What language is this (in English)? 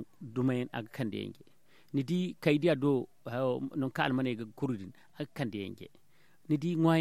Zarma